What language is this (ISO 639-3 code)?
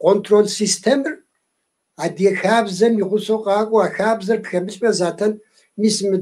kbd